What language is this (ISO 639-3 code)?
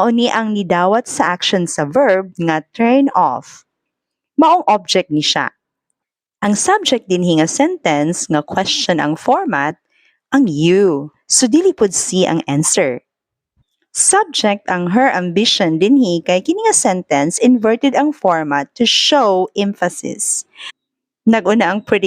ceb